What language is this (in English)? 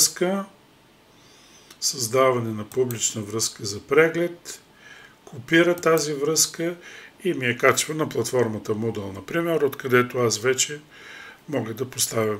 Bulgarian